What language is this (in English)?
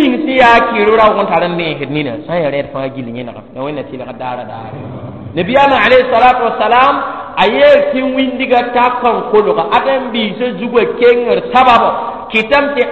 Mossi